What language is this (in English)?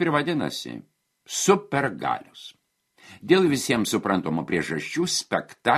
Lithuanian